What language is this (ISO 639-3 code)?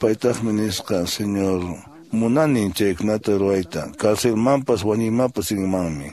que